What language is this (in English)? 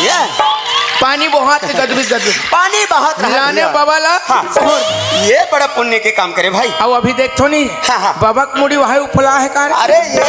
Chhattisgarhi